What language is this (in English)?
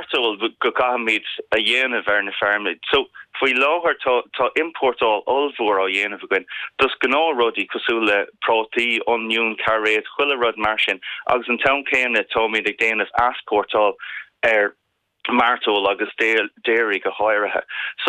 Irish